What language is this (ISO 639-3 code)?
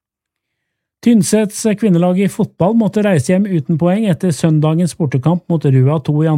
nor